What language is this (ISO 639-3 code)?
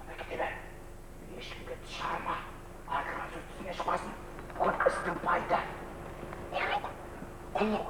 kaa